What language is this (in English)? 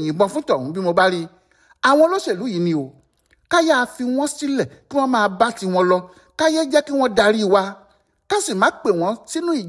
Yoruba